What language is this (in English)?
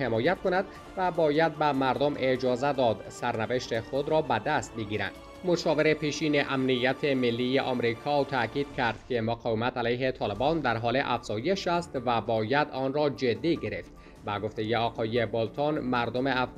Persian